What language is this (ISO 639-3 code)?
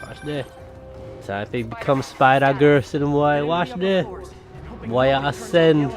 jam